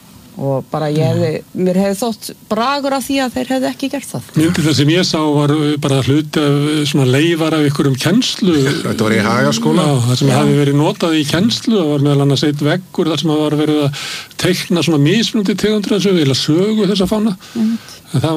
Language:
Icelandic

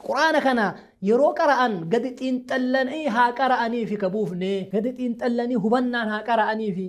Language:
Oromo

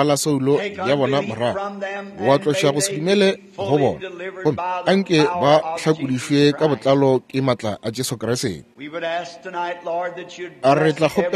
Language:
Northern Sotho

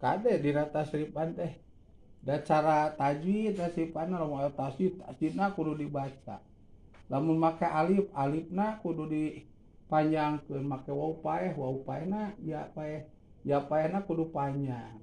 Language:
Sundanese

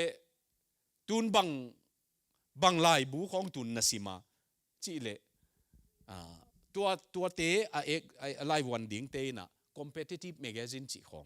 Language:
Tedim Chin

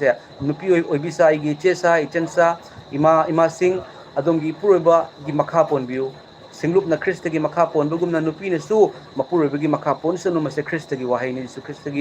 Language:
Manipuri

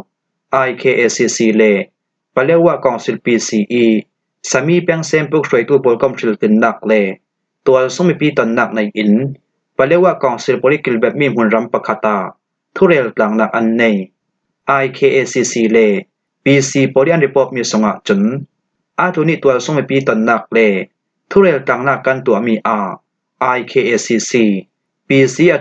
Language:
Falam Chin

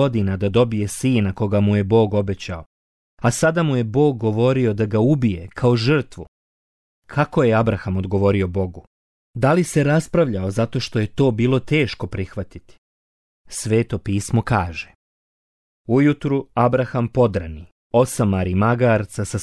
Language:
Bosnian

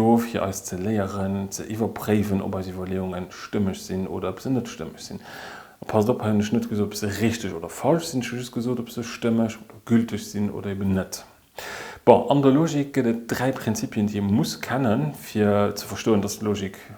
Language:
Luxembourgish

